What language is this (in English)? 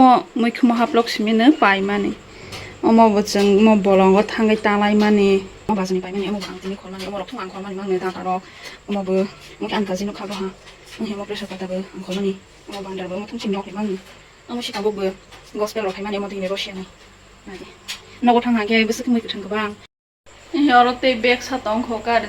Kok Borok